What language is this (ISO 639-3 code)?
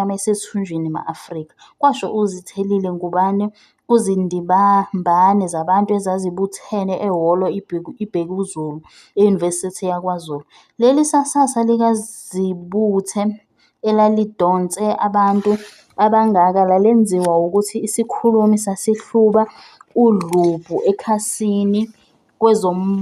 zul